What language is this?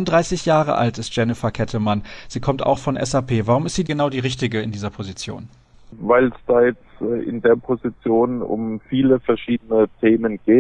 German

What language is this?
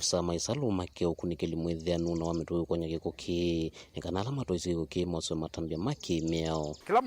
Kamba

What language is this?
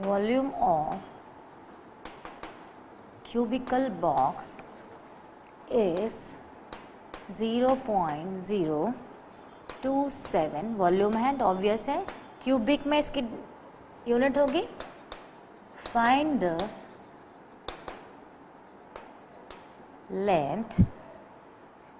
Hindi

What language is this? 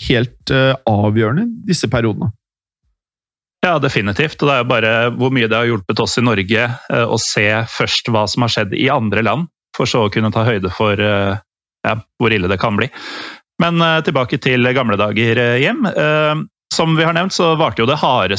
Norwegian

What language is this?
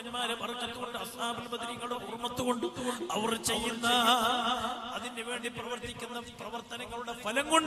Malayalam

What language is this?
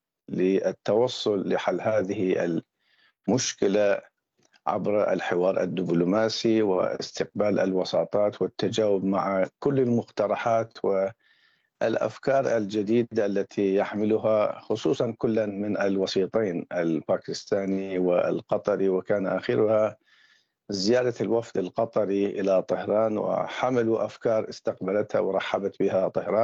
Arabic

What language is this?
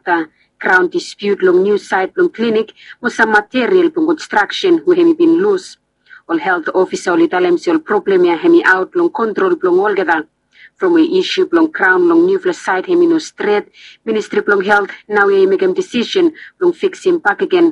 Bislama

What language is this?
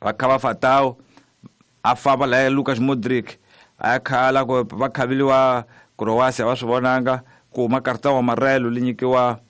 Tsonga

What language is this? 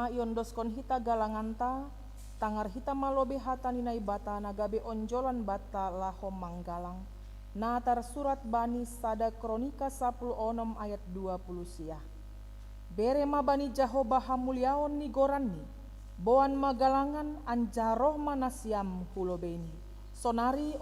Batak Simalungun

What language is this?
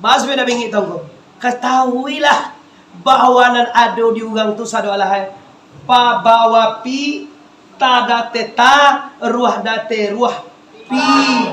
Minangkabau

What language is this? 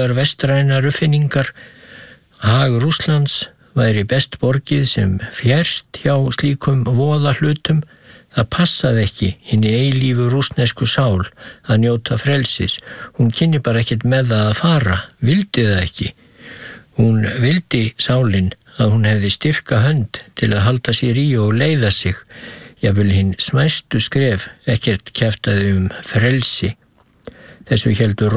Icelandic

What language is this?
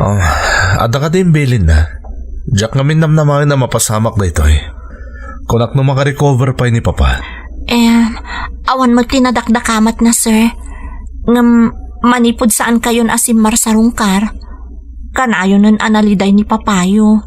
Iloko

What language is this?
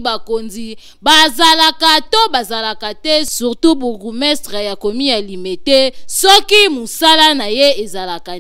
Lingala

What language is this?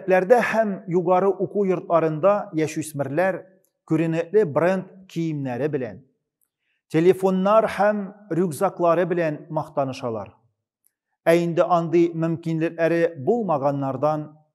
Tatar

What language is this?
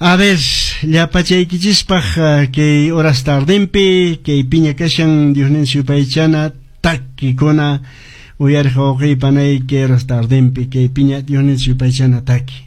Quechua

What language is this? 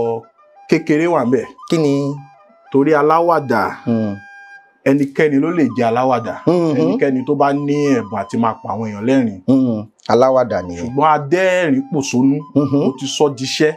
Yoruba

